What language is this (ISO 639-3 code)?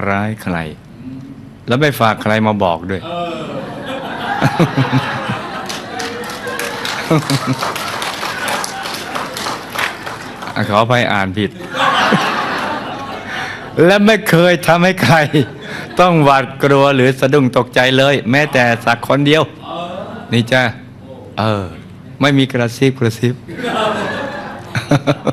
tha